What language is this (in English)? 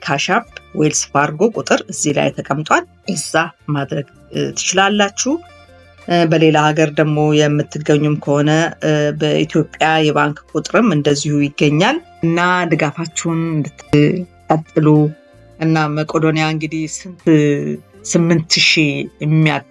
Amharic